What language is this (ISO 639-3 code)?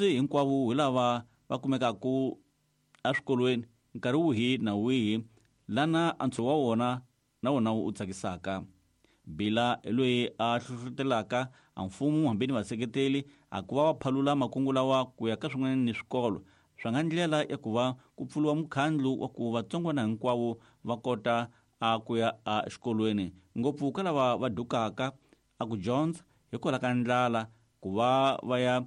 tso